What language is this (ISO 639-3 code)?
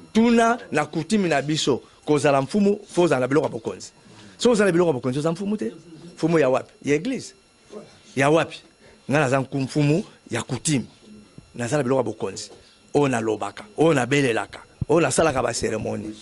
lin